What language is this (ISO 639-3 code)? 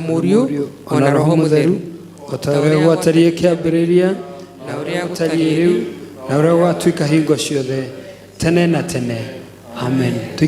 kik